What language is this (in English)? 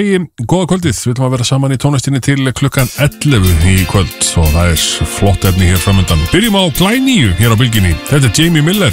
Icelandic